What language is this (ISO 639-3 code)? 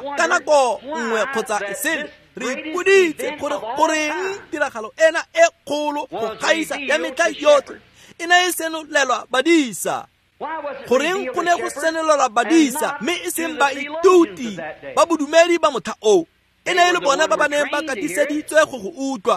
tsn